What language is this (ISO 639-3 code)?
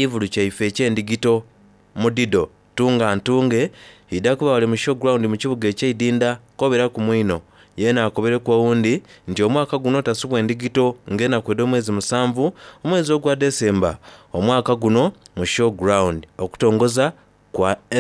xog